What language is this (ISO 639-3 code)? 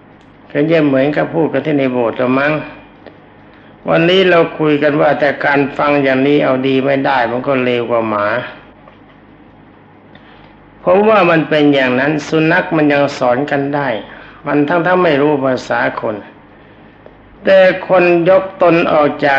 tha